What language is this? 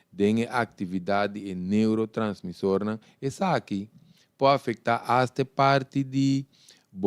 Papiamento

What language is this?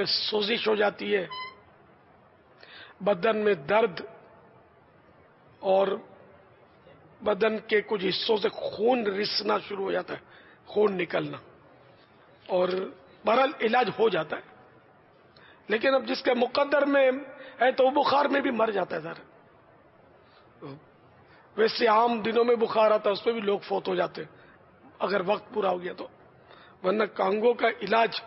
Urdu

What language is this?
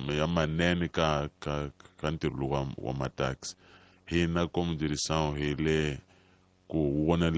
Tsonga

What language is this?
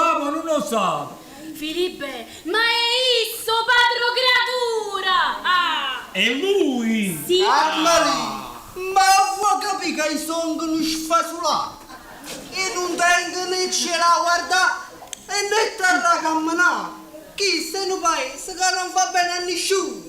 Neapolitan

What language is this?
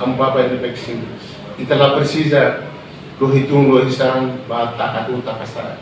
Tetum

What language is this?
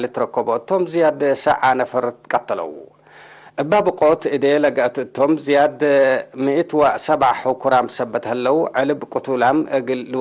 Tigre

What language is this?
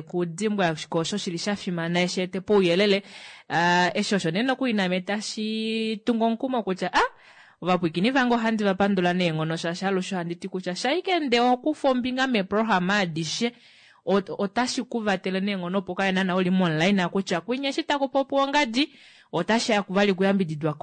Kuanyama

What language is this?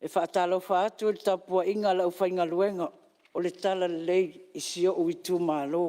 Samoan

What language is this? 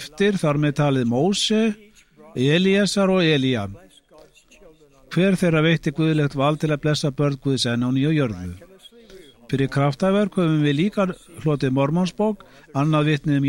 Icelandic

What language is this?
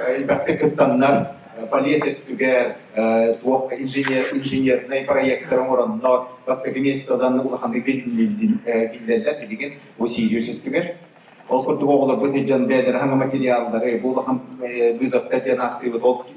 Yakut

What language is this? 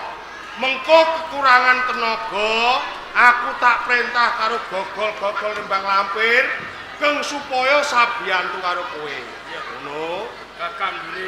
Javanese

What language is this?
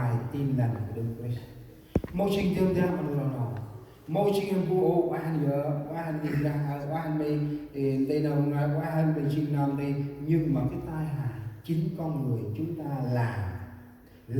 Central Mnong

